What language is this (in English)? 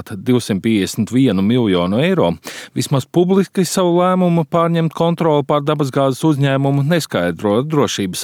Latvian